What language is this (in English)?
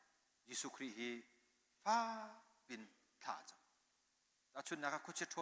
Hakha Chin